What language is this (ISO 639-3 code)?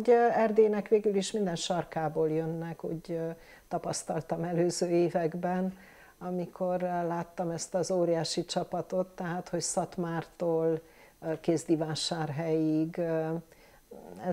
hun